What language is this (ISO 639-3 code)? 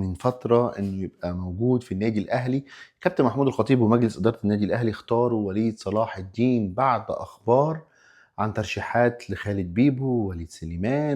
arz